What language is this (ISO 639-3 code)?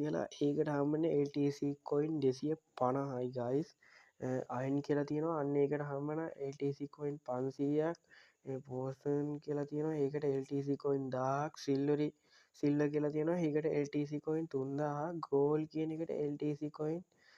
sin